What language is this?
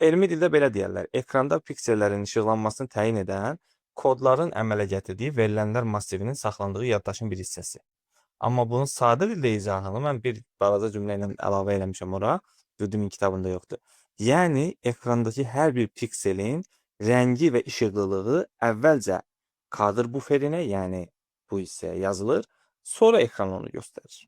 Azerbaijani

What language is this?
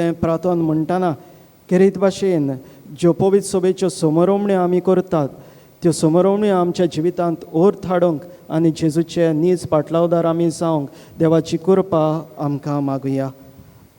Konkani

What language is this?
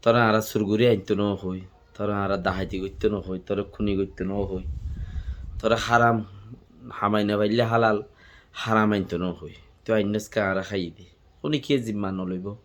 Rohingya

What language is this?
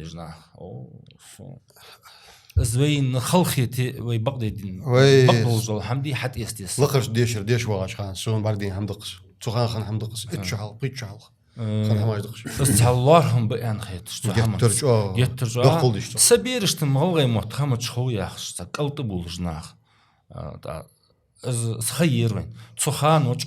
Ingush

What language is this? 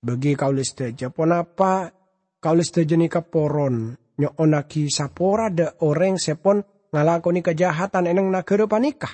Madurese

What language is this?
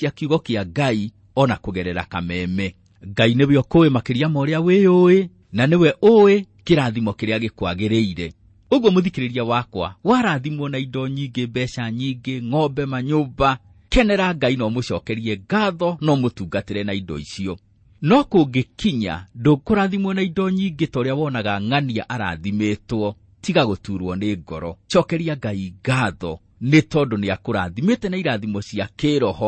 Kikuyu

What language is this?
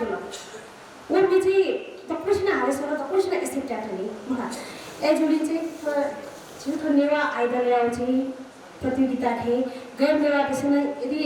Newari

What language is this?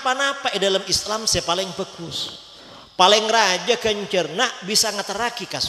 Madurese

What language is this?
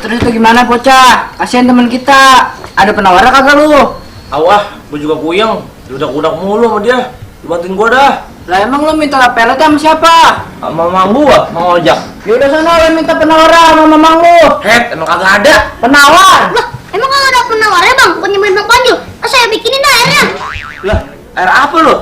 Betawi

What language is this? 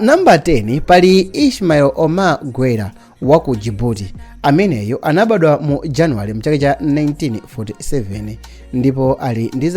Nyanja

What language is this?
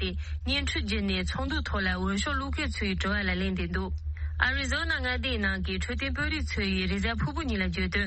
Tibetan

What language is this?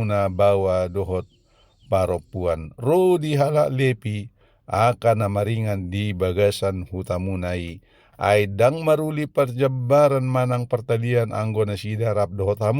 Batak Toba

